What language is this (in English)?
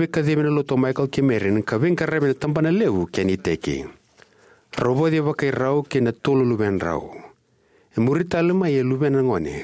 Fijian